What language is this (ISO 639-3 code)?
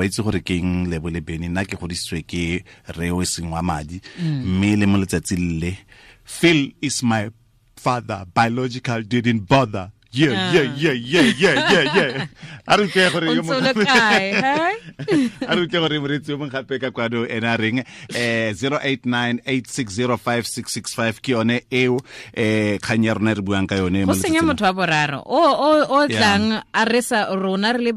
tsn